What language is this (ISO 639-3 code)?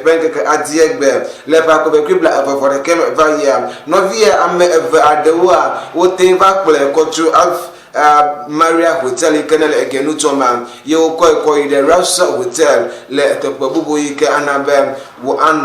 ewe